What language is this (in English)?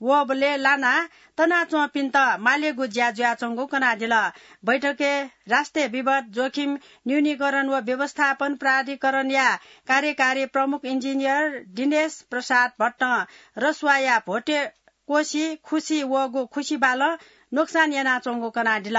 Newari